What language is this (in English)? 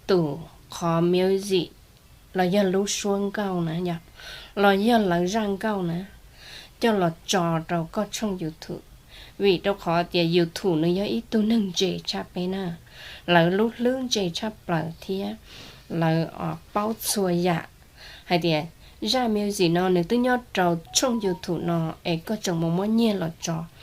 Hmong